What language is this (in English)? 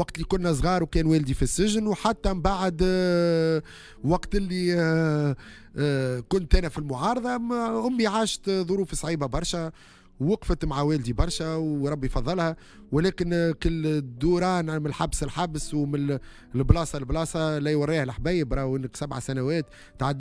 Tunisian Arabic